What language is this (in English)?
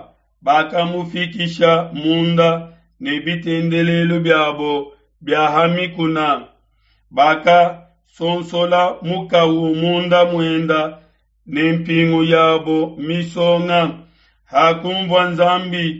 Luba-Lulua